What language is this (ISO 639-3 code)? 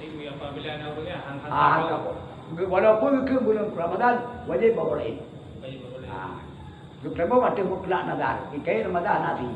ace